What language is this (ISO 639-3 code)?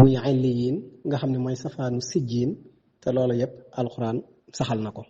wol